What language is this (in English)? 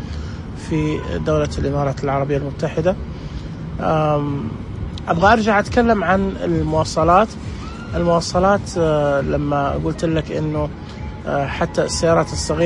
Najdi Arabic